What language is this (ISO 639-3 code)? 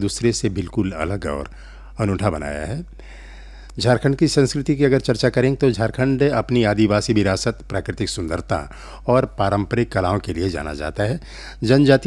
hin